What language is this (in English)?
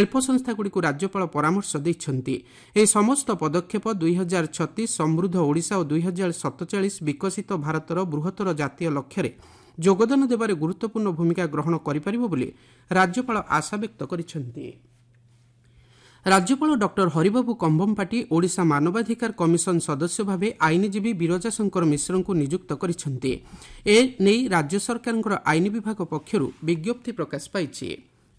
Odia